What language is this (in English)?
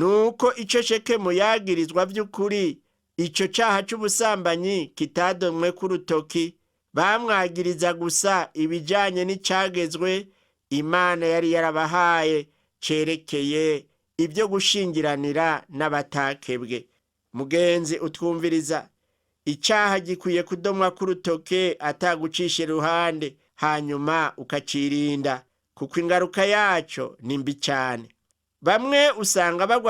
Rundi